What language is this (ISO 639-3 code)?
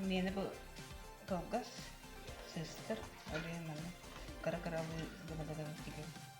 sah